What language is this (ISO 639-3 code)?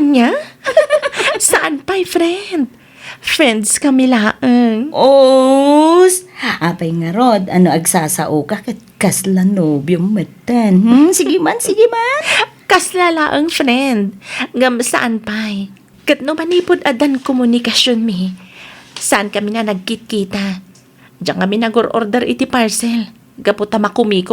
ilo